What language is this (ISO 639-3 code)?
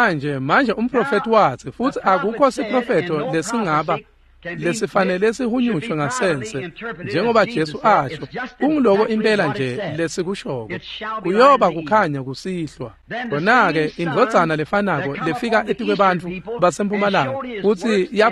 ssw